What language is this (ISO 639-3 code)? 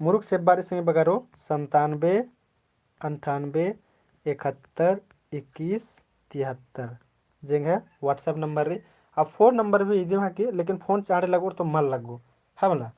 kru